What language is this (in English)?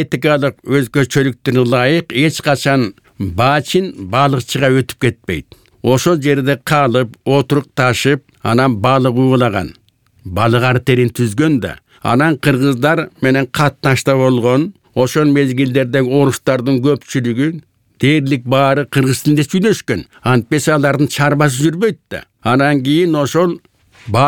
Kyrgyz